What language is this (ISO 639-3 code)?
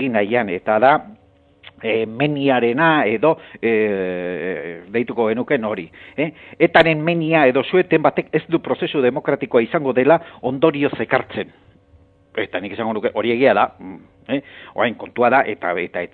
eus